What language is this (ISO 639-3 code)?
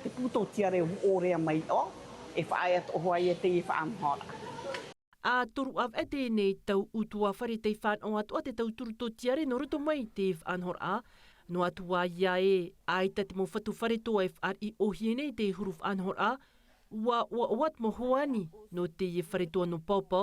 tah